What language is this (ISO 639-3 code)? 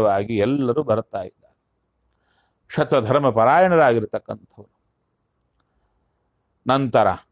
kan